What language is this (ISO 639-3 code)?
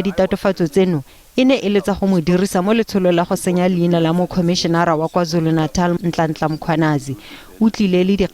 tsn